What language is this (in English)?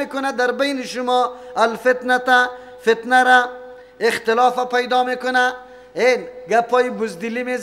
Persian